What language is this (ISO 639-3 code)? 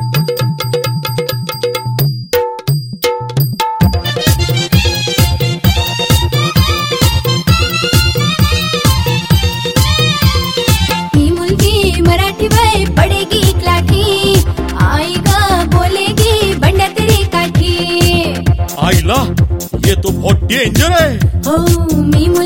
hin